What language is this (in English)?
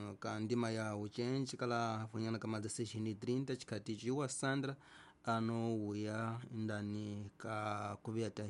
Tsonga